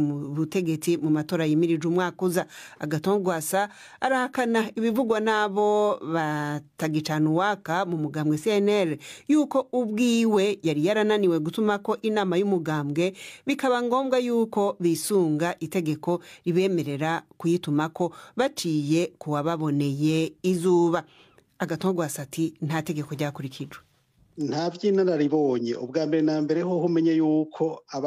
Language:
Rundi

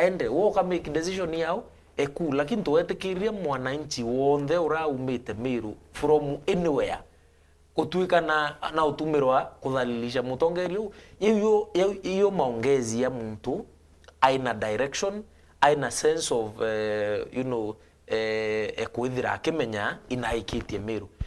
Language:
Meru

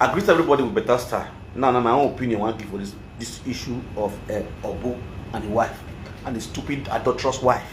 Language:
Nigerian Pidgin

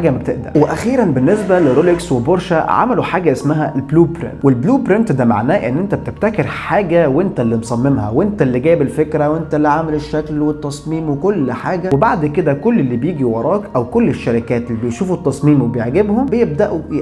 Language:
Egyptian Arabic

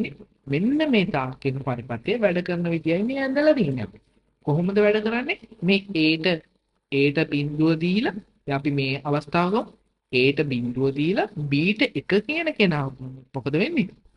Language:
Sinhala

